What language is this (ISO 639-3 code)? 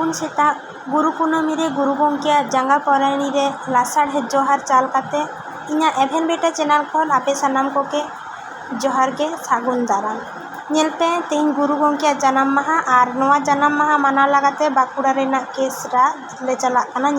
sat